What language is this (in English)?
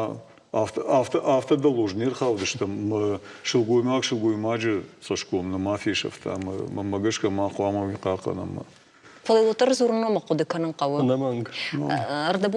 Ossetic